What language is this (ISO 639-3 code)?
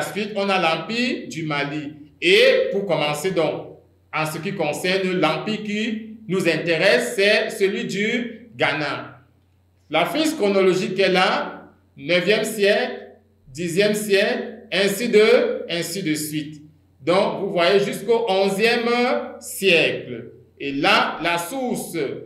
fra